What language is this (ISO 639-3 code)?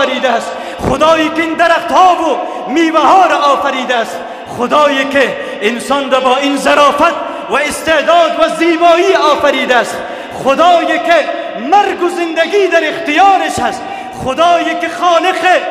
fas